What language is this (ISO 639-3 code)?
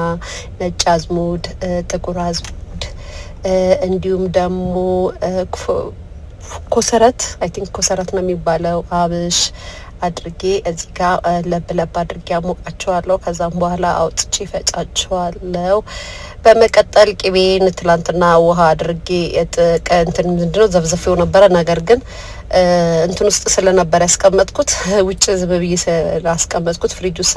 amh